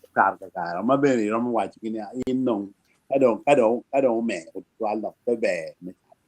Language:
Acoli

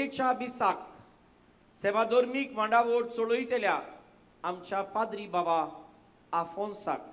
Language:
Konkani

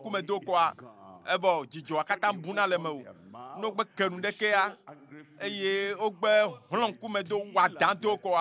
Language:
Ewe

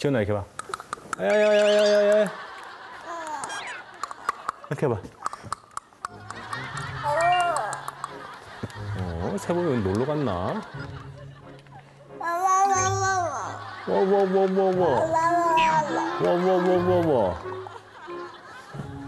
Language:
Korean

